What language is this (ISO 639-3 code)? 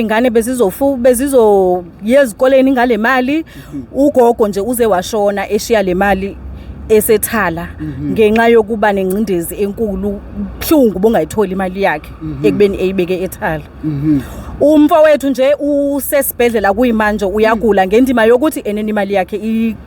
zul